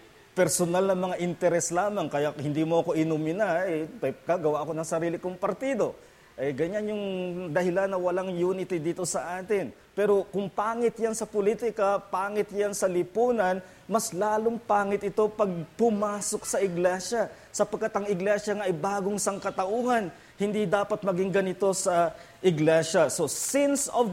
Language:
Filipino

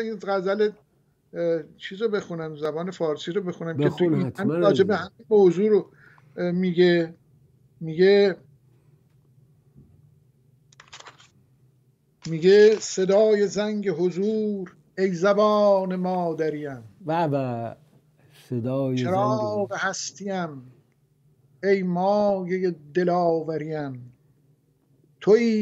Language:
Persian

